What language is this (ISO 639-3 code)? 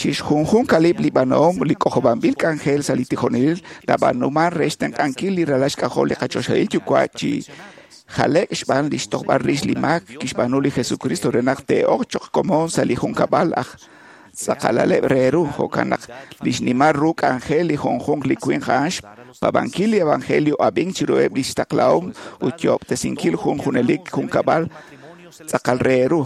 kek